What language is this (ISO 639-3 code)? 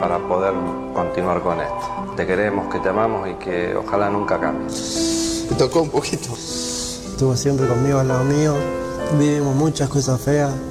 spa